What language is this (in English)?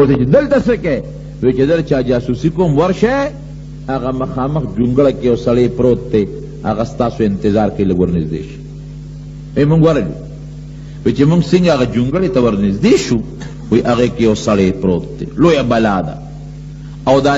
Pashto